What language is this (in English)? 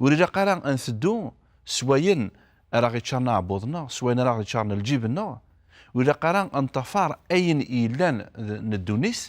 Kabyle